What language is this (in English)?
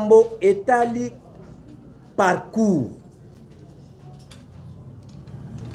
Lingala